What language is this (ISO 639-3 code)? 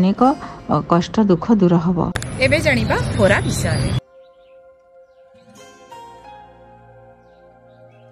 ori